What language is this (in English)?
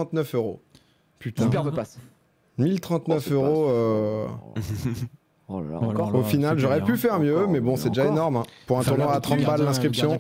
French